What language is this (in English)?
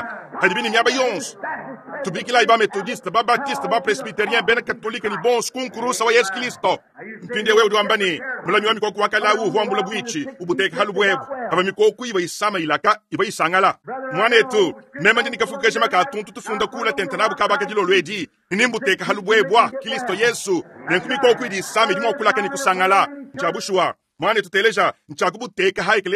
Luba-Lulua